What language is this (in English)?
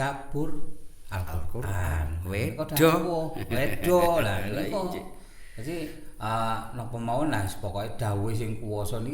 Javanese